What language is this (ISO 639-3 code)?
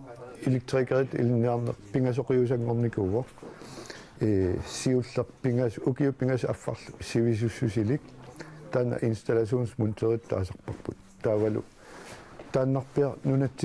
kal